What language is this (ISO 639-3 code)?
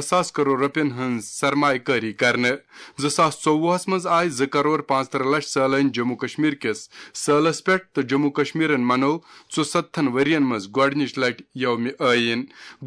kas